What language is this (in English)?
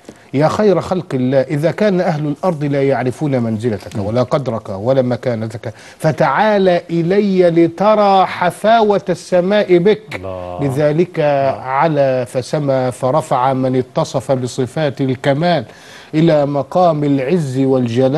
Egyptian Arabic